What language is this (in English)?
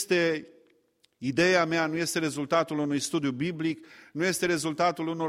Romanian